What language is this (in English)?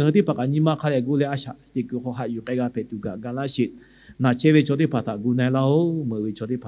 Lahu